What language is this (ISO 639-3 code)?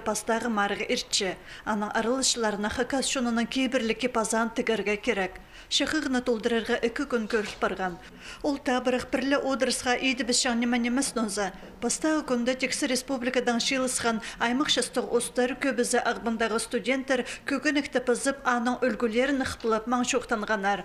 kjh